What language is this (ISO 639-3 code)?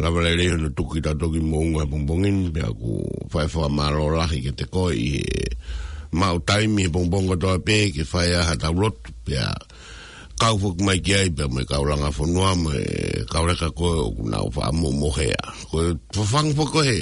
ton